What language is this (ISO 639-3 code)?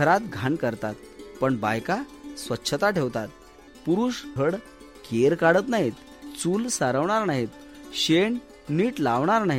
mar